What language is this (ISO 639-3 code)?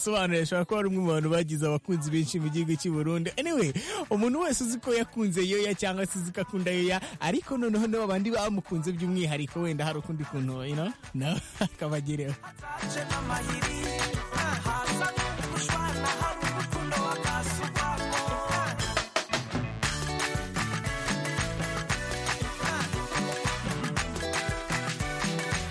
kin